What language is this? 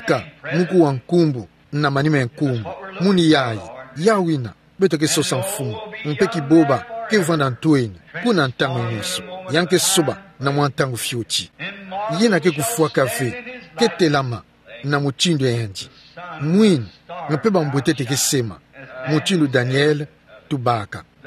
Kituba (Democratic Republic of Congo)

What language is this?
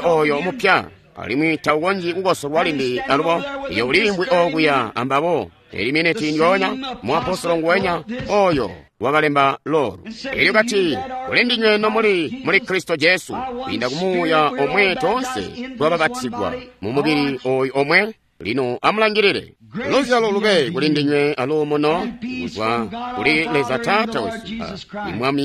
Tonga (Zambia)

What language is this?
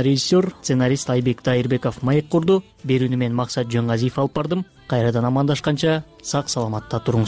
Kyrgyz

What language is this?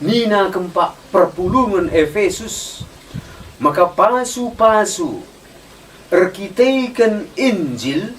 Batak Karo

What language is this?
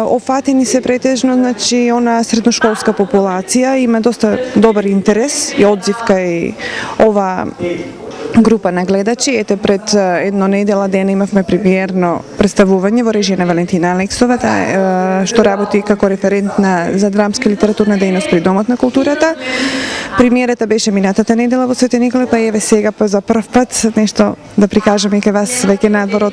Macedonian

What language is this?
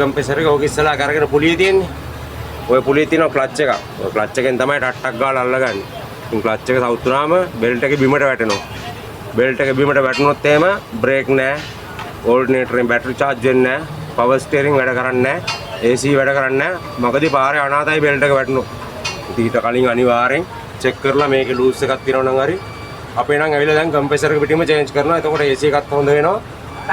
Sinhala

